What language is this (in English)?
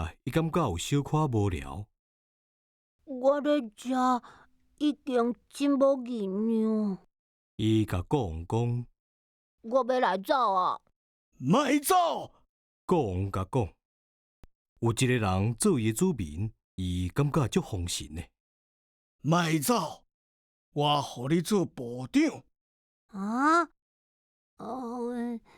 Min Nan Chinese